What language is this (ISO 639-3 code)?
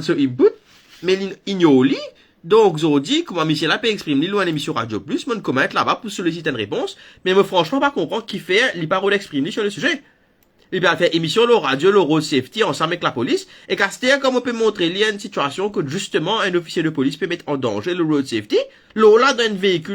mfe